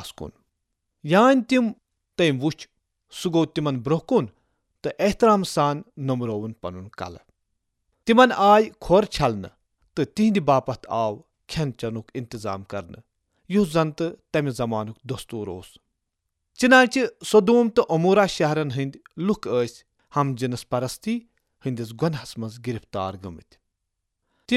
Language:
Kashmiri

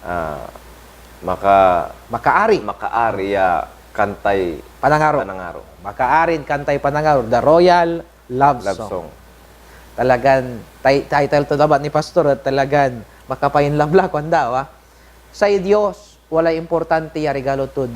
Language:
Pangasinan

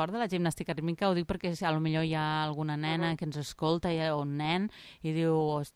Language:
Catalan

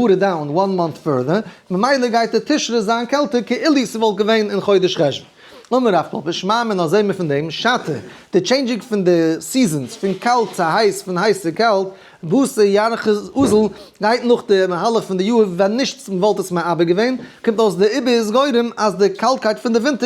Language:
Yiddish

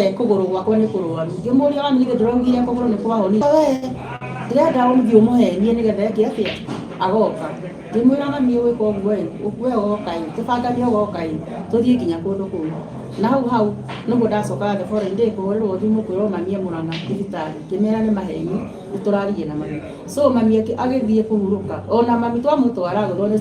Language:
Kikuyu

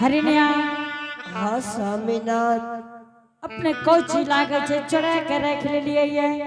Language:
Angika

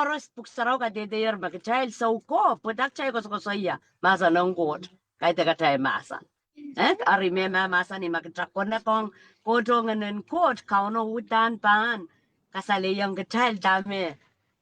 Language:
Pohnpeian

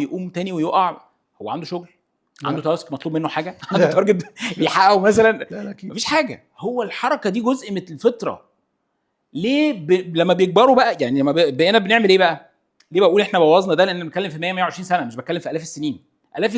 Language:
Egyptian Arabic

